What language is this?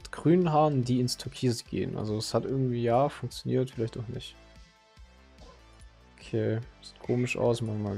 German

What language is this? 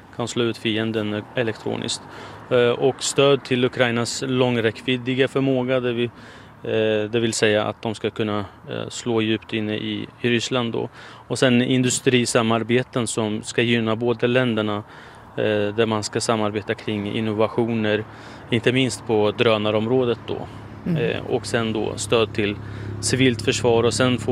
Swedish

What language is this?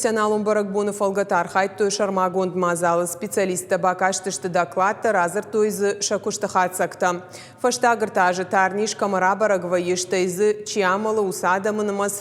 Ossetic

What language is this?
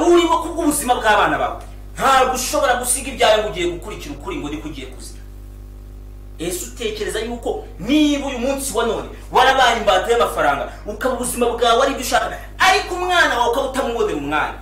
Kinyarwanda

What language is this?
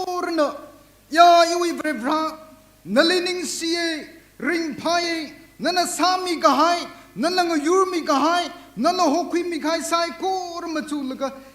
Tangkhul Naga (India)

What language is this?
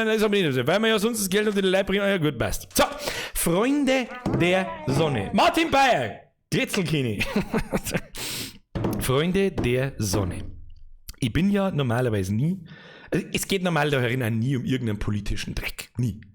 Bavarian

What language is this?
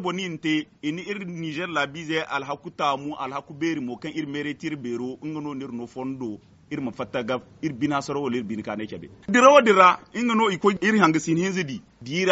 Zarma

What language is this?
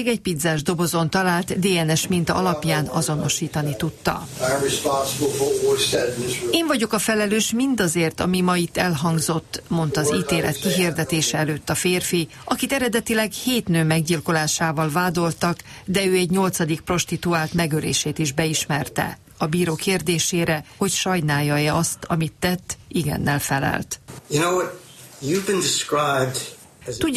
Hungarian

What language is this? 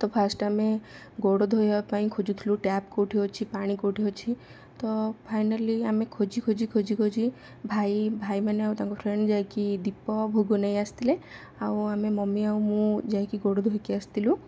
Odia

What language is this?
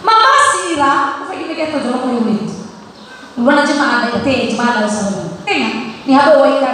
Nias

